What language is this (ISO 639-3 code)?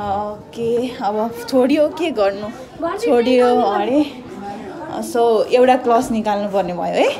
nep